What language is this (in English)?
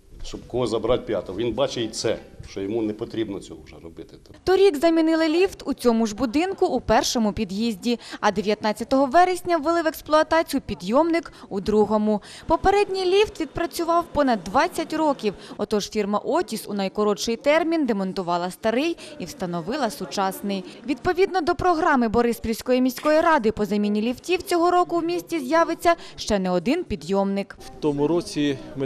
Ukrainian